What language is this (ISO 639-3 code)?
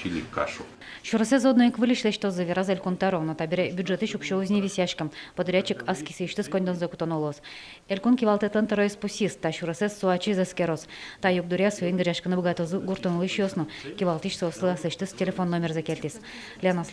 udm